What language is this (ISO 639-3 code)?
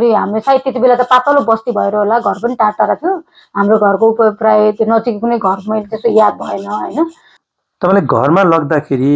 nep